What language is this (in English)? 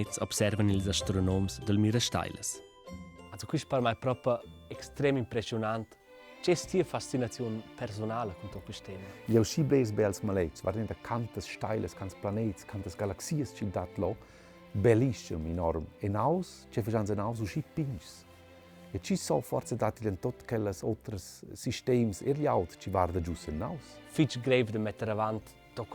Romansh